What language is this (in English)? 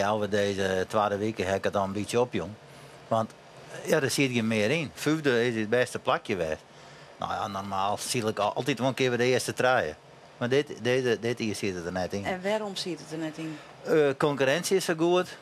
Western Frisian